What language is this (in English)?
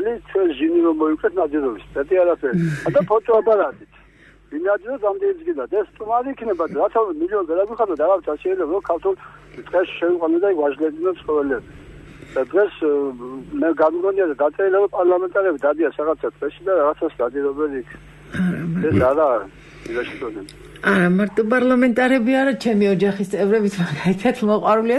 Georgian